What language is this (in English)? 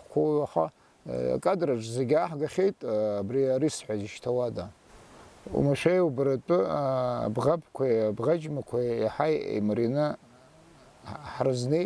Abkhazian